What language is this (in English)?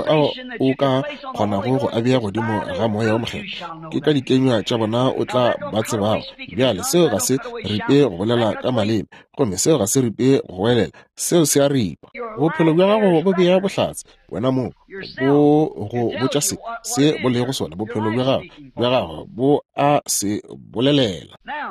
Northern Sotho